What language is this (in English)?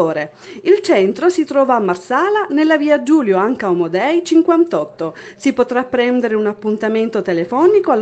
Italian